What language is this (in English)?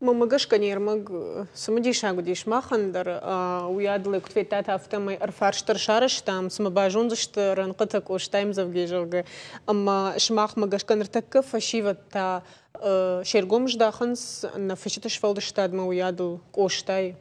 Ossetic